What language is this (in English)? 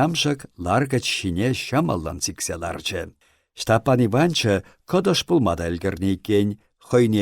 Chuvash